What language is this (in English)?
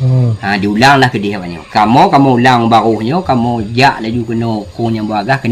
Achinese